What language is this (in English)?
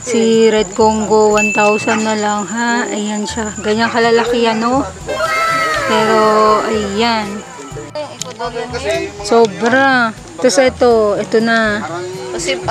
Filipino